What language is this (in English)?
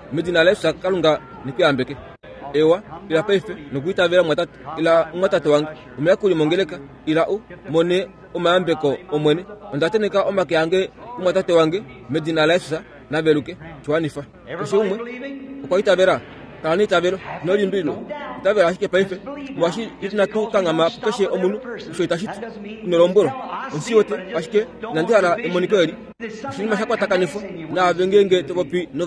Kuanyama